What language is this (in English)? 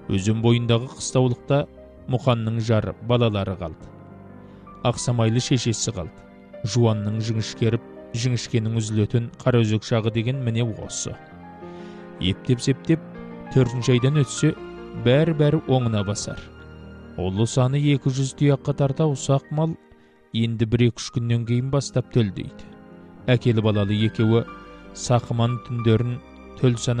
Kazakh